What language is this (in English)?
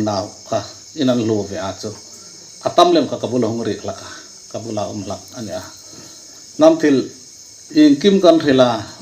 Hmar